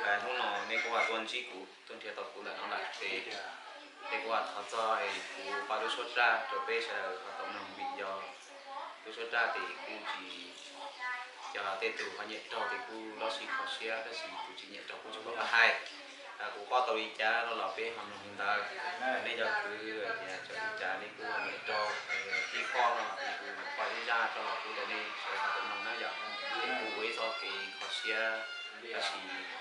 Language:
Hmong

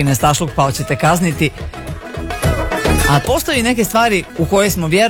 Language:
Croatian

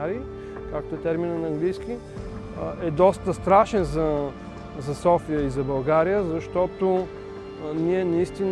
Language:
Bulgarian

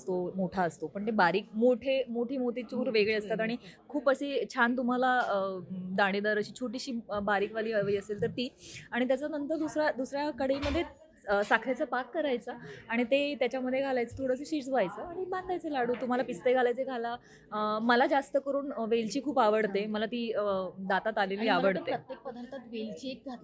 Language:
Marathi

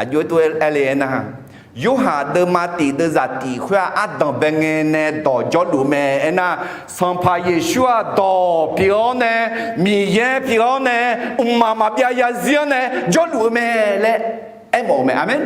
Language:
Akha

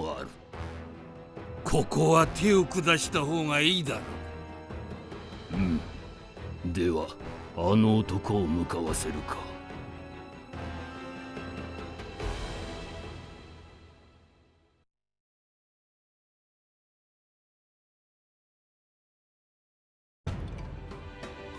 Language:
Japanese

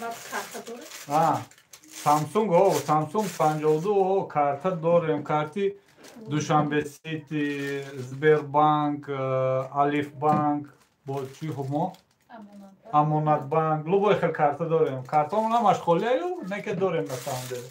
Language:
Tajik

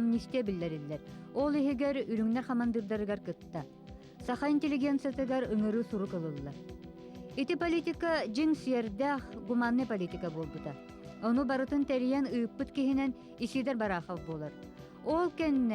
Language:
Yakut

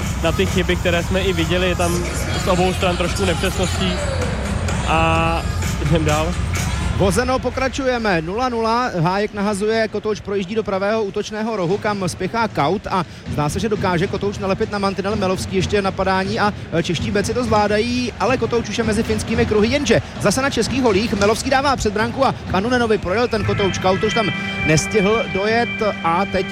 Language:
Czech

